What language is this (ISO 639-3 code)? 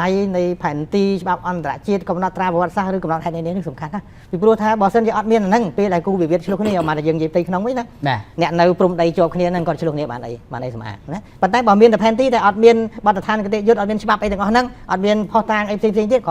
khm